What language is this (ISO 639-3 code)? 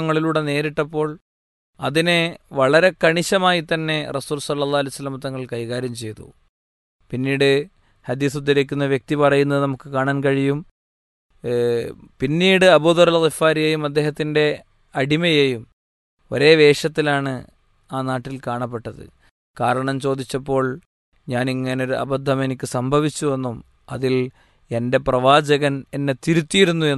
mal